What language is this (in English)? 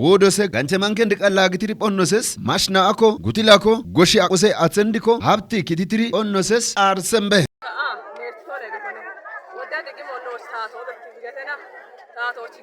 Kafa